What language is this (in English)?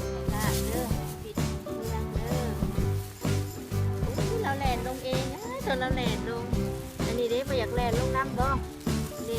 Lao